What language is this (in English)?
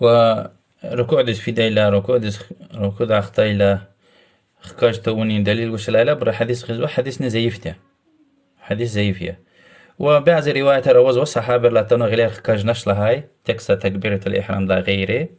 Lezghian